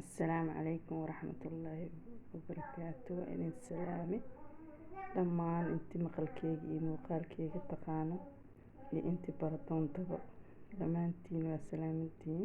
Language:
Somali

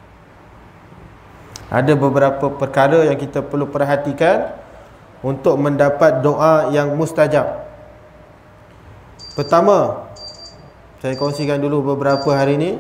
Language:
Malay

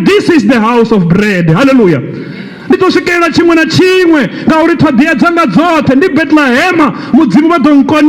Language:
Venda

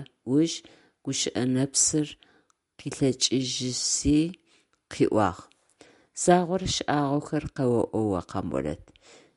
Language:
Adyghe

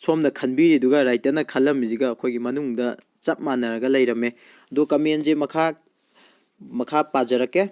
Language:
Manipuri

